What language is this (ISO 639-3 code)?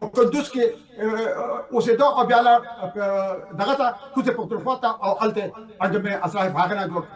pus